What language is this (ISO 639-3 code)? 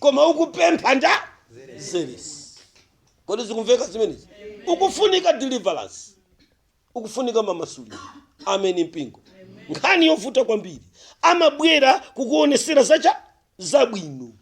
nya